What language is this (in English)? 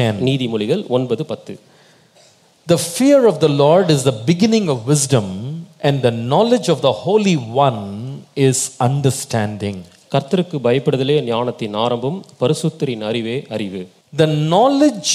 Tamil